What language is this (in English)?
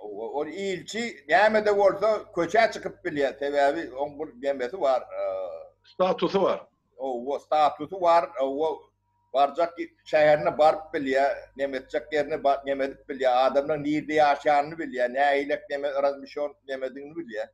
Turkmen